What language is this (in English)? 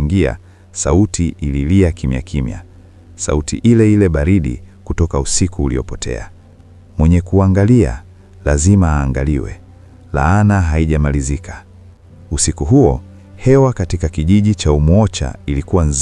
Swahili